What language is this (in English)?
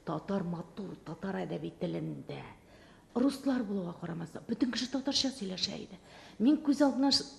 Tatar